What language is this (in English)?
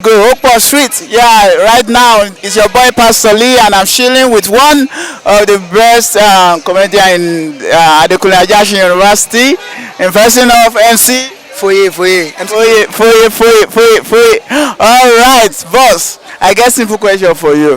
Nigerian Pidgin